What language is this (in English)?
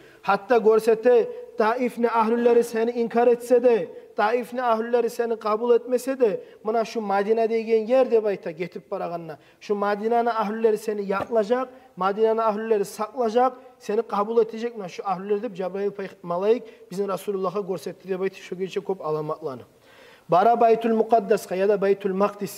Kumyk